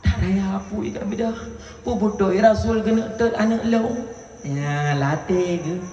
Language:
Achinese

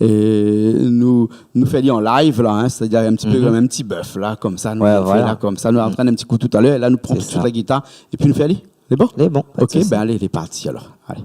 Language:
Réunion Creole French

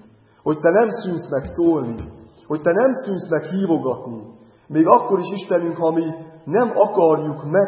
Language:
Hungarian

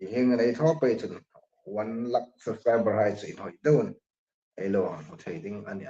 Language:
Hmar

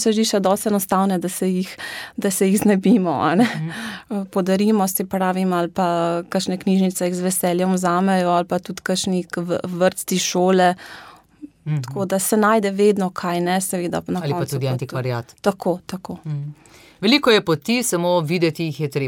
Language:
Slovenian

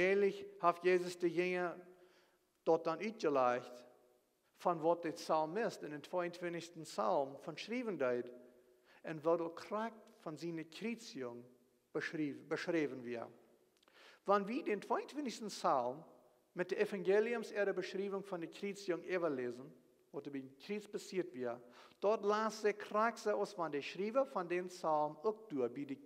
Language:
Plautdietsch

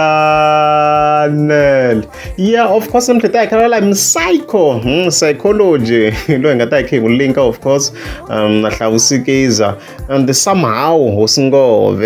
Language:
Tsonga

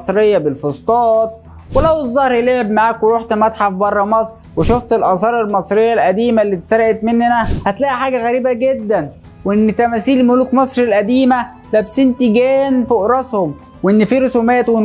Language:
Egyptian Arabic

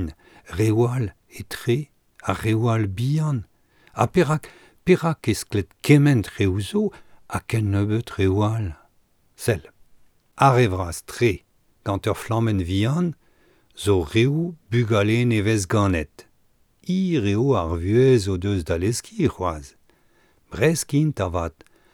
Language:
Breton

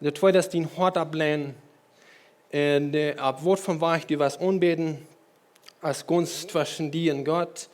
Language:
Plautdietsch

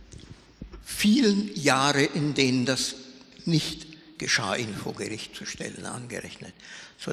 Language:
German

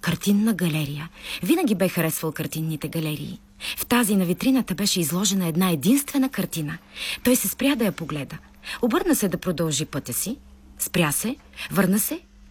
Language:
Bulgarian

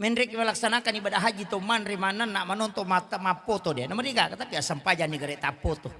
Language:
Buginese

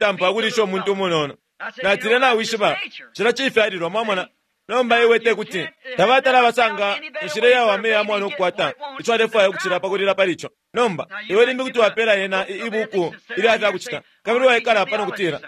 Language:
Bemba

